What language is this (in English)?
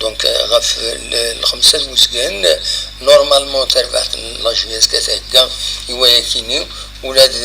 Kabyle